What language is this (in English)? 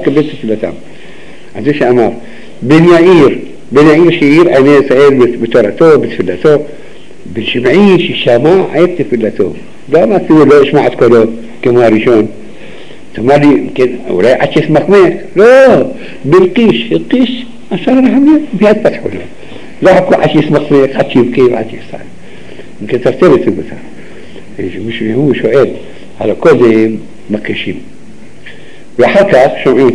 Hebrew